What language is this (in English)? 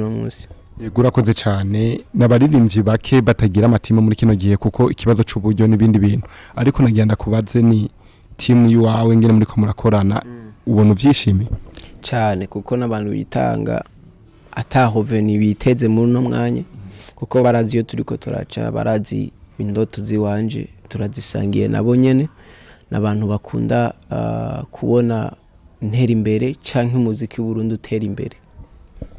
Rundi